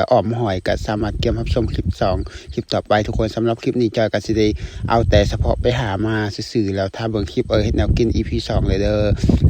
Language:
Lao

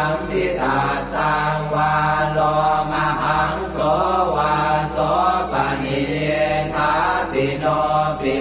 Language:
Pali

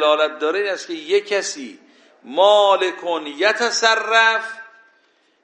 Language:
Persian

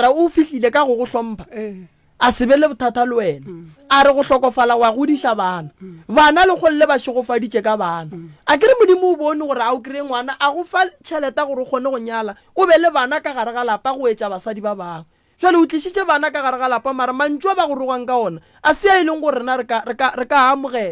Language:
Northern Sotho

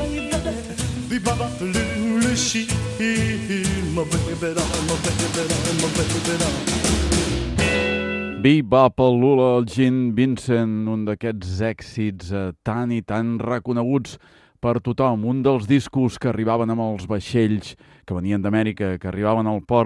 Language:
Catalan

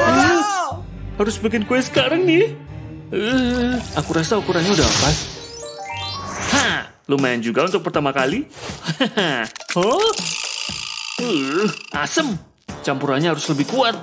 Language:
Indonesian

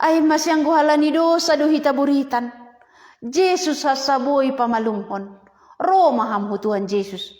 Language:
Batak Simalungun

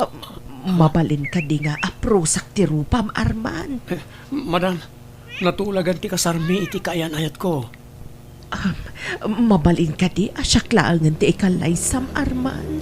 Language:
Iloko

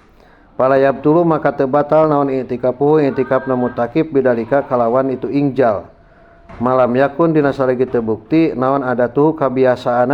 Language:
Sundanese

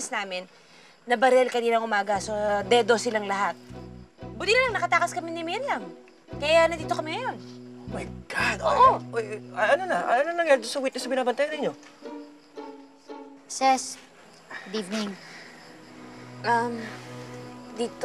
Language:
Filipino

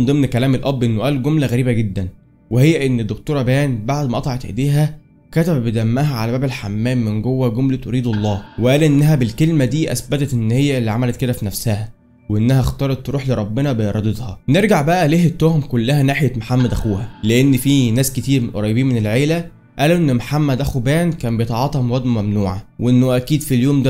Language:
Egyptian Arabic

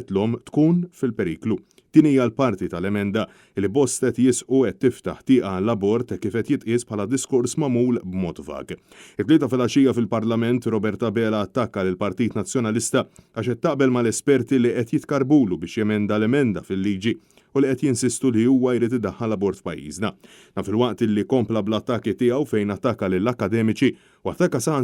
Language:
Maltese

